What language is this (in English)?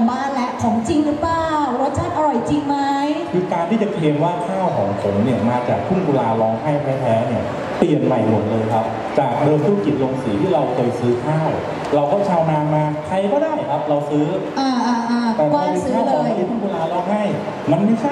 Thai